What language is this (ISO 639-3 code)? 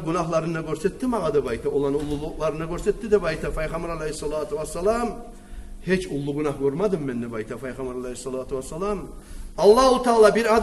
kum